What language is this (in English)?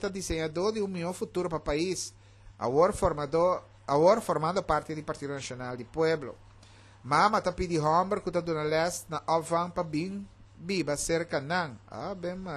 Papiamento